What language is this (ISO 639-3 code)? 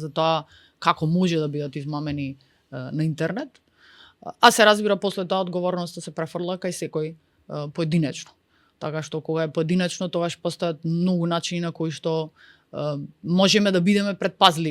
mkd